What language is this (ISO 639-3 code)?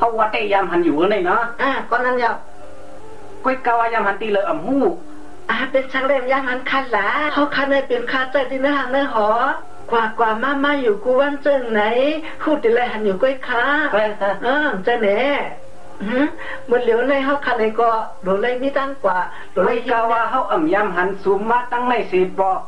shn